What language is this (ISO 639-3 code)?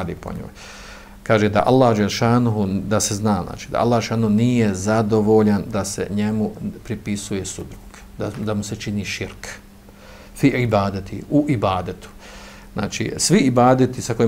bos